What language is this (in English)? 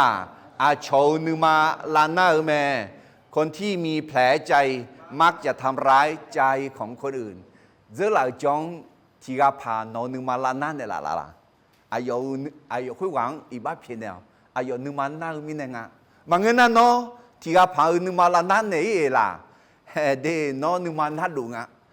Akha